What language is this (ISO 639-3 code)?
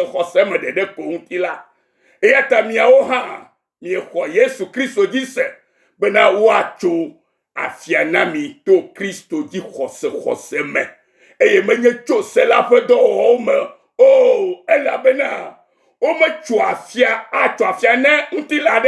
ewe